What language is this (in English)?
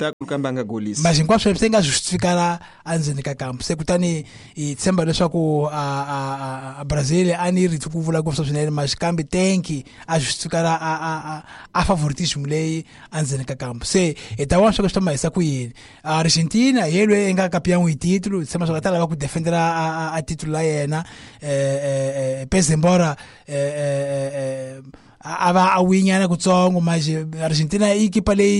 Tsonga